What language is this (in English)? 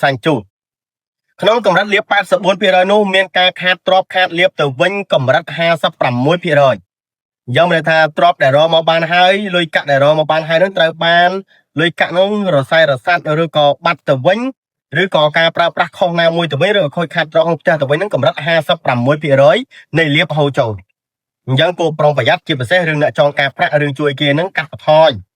Khmer